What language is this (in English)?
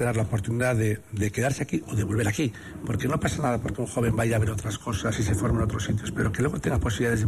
Spanish